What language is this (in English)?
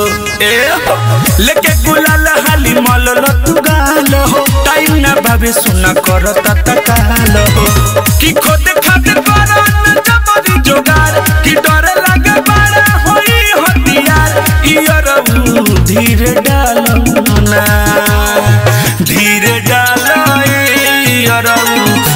Bhojpuri